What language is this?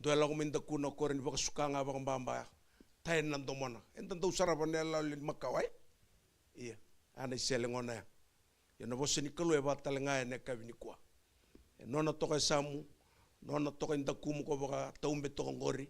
Fijian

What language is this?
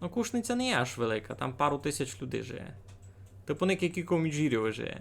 Rusyn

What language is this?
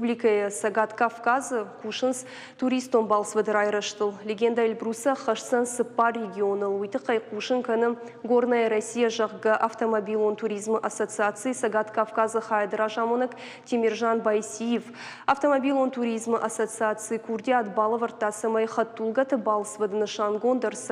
Ossetic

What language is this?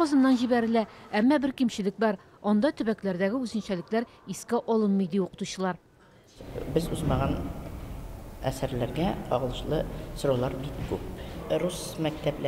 Tatar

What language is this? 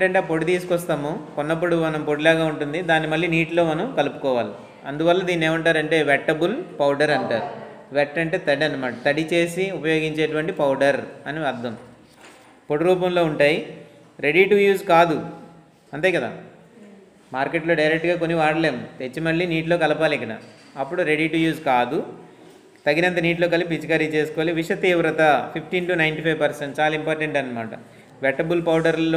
Telugu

